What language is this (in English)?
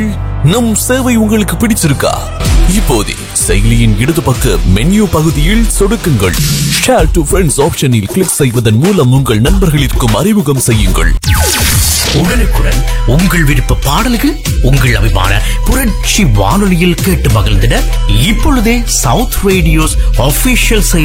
Tamil